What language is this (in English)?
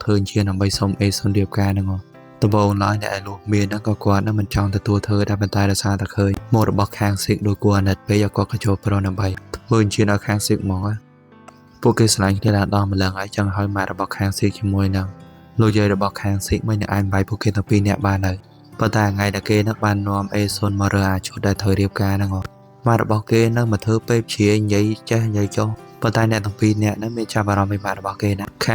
Khmer